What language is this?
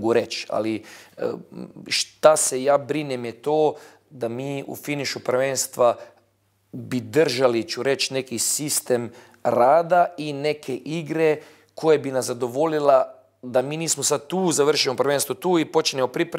Bosnian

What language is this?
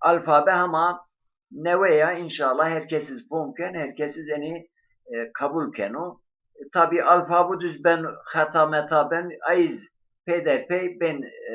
Zaza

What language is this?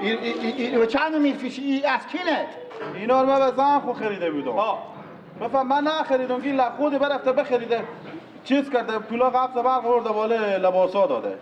Persian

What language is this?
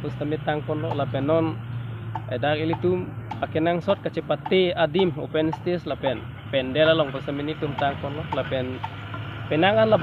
Karbi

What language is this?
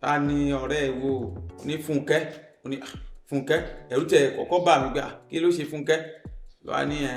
Yoruba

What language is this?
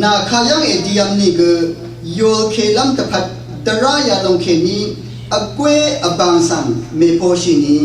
Rawang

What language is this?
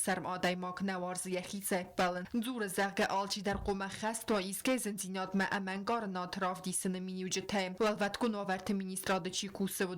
Ossetic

